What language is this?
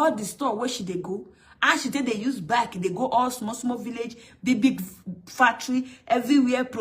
Nigerian Pidgin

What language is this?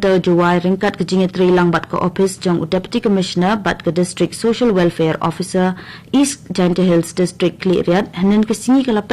Khasi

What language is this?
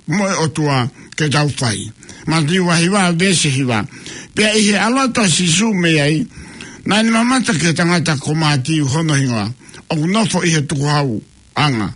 Tongan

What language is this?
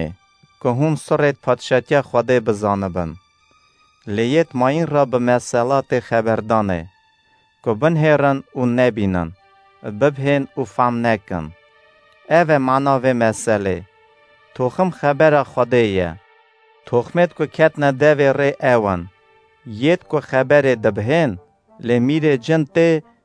Kurdish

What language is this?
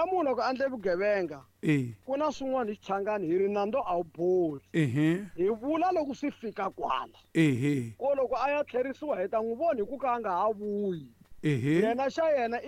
Tsonga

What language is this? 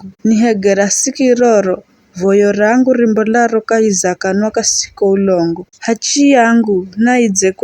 Giryama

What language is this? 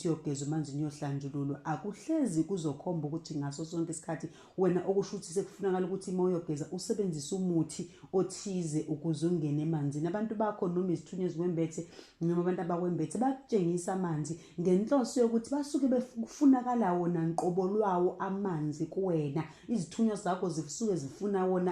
Zulu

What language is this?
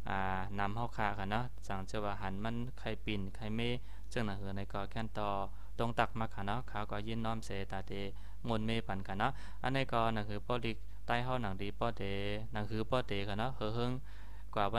Shan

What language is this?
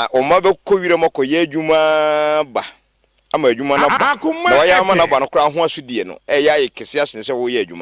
Akan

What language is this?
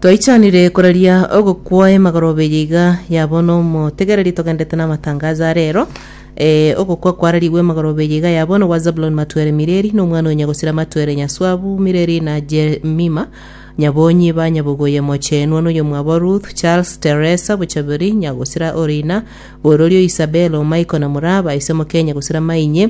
Gusii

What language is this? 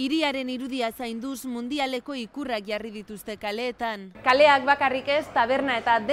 Basque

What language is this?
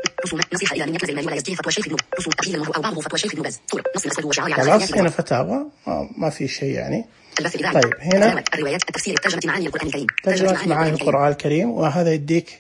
Najdi Arabic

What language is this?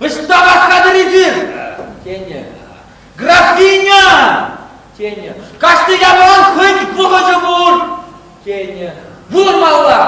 Chuvash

